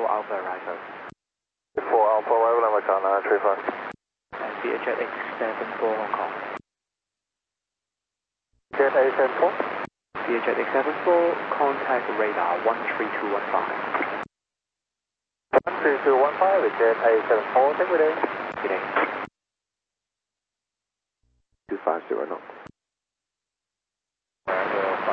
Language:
English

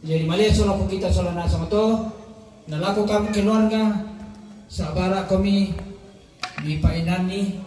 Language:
Toraja-Sa'dan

